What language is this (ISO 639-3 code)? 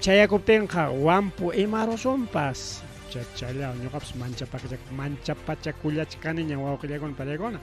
quy